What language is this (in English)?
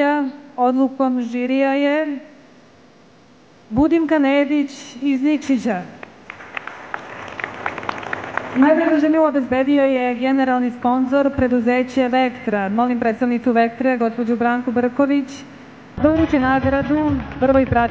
Serbian